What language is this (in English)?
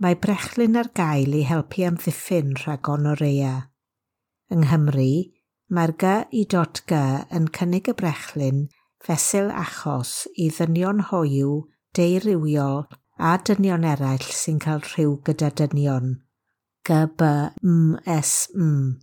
Welsh